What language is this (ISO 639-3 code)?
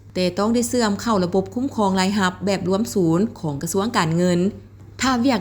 lao